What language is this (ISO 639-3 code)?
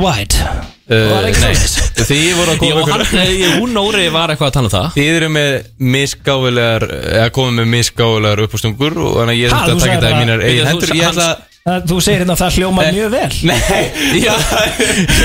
isl